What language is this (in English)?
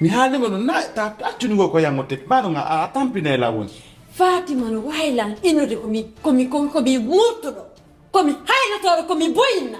Pular